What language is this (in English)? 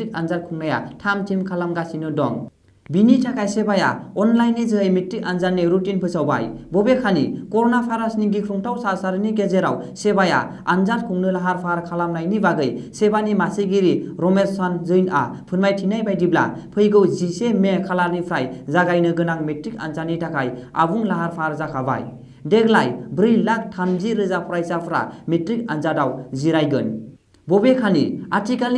Bodo